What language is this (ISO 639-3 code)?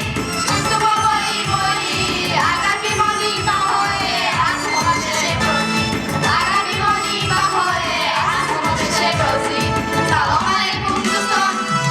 tgk